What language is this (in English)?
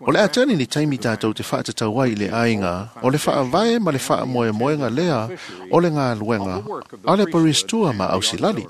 Samoan